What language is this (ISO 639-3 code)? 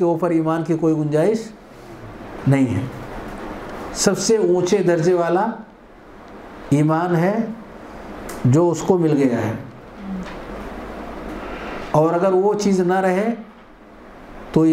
urd